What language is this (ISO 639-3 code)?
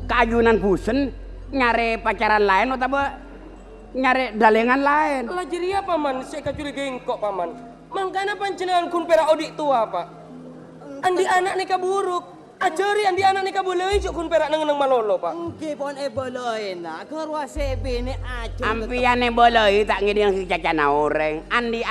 mad